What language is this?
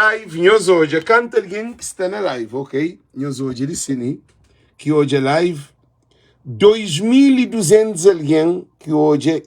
Kabuverdianu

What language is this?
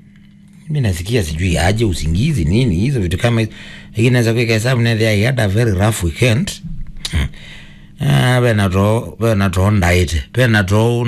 Kamba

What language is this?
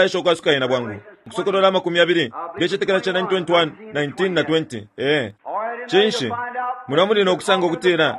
Bemba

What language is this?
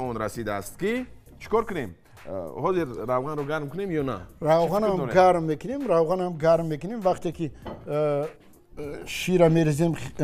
Tajik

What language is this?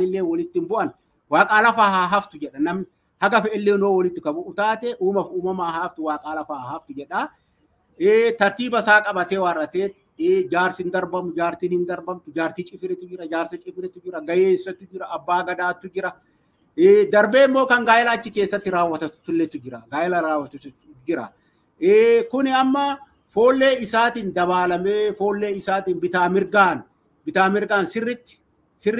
Oromo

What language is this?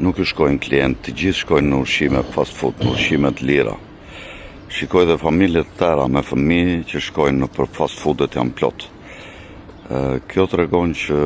Albanian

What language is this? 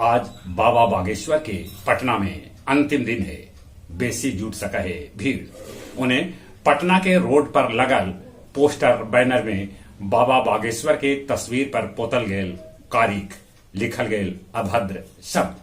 Magahi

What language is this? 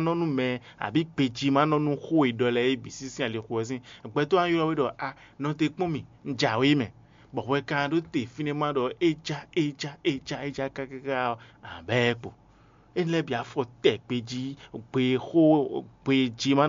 Fon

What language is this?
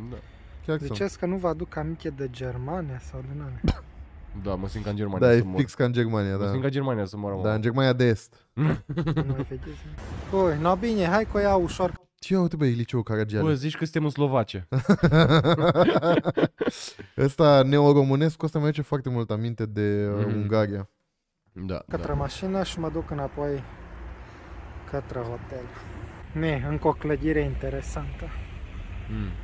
Romanian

